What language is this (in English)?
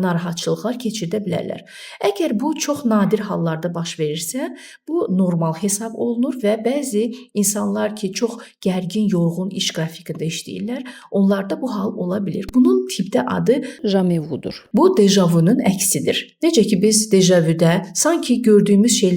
Azerbaijani